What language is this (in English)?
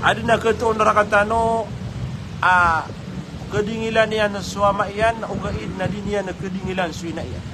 Maranao